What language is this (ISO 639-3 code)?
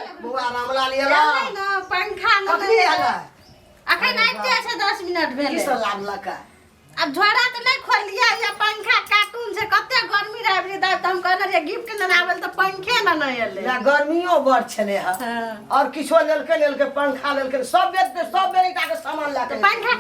mai